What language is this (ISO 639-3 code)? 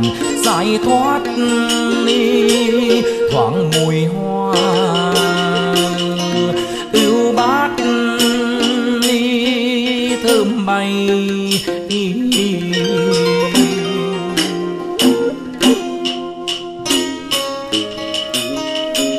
vie